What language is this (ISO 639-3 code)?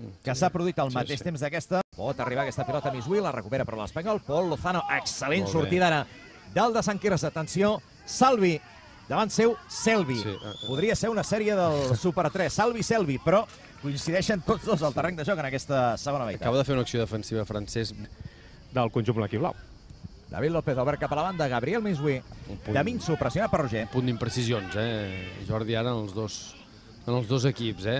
cat